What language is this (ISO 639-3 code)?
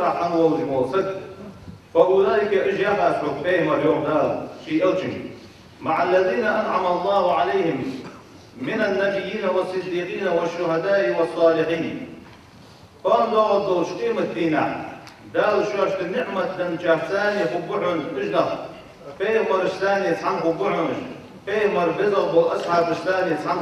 inh